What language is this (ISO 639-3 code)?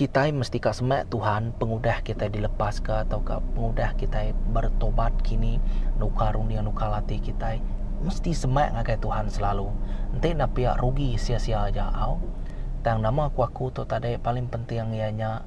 iba